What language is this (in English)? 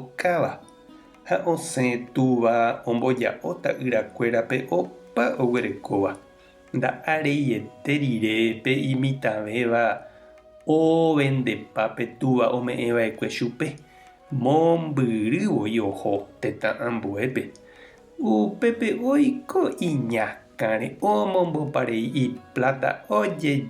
Guarani